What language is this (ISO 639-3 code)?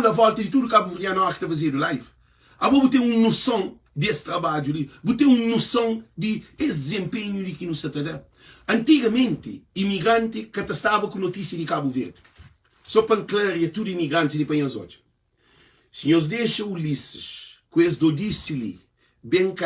kea